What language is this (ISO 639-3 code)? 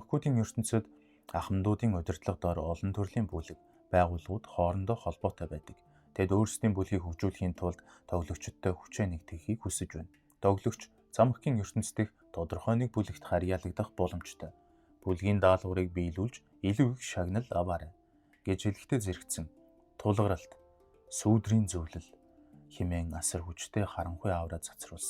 mon